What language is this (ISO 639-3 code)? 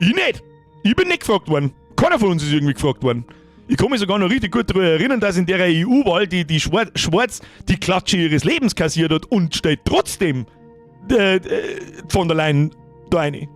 bar